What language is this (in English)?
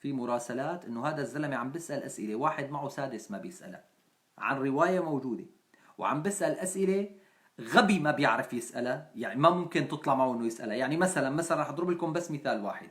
North Levantine Arabic